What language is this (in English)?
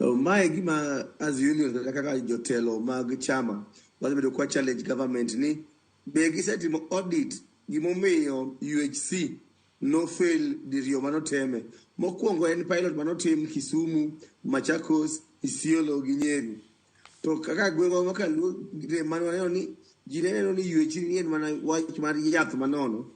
Luo (Kenya and Tanzania)